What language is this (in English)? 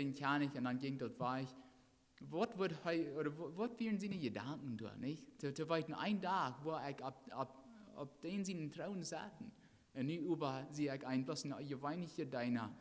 Plautdietsch